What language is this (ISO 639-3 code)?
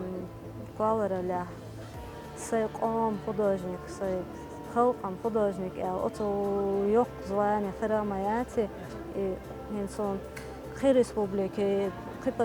che